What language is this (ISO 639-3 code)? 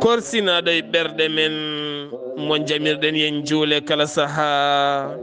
ful